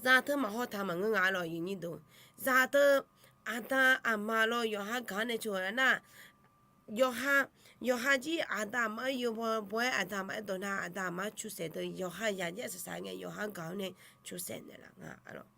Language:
Akha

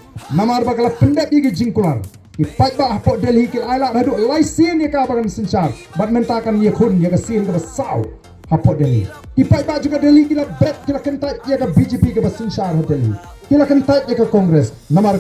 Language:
Khasi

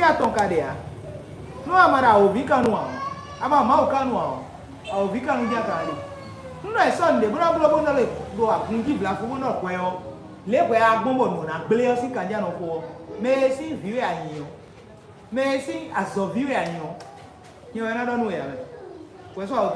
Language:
Fon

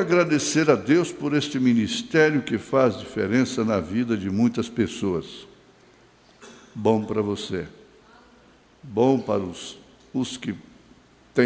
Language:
Portuguese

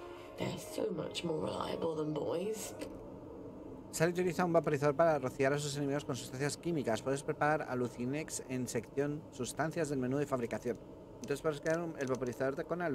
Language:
Spanish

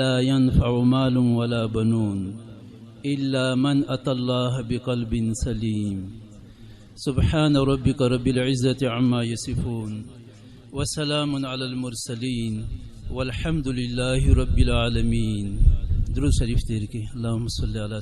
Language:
Pashto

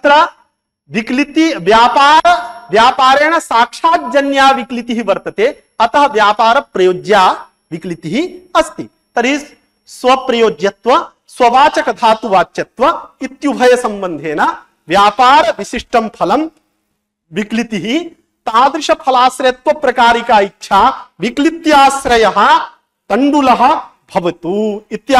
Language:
Sanskrit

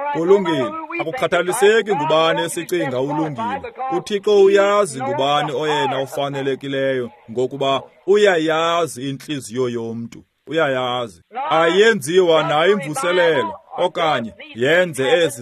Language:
Xhosa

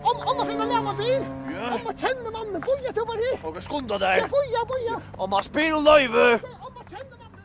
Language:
Faroese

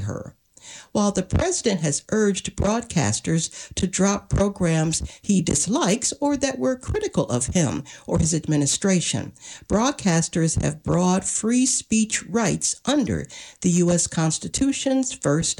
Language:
English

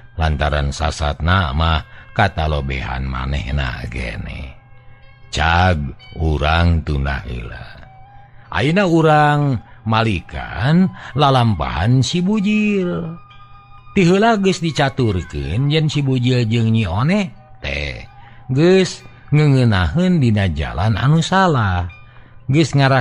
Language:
Sundanese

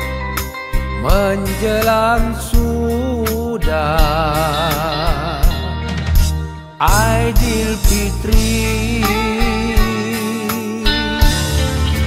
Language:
Malay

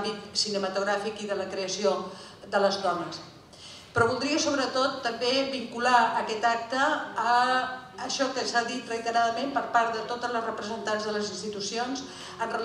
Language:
Catalan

